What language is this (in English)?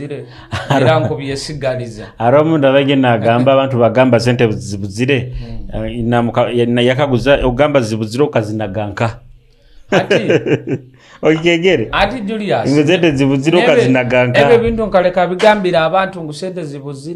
Nyoro